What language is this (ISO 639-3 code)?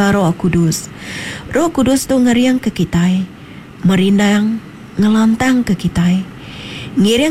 iba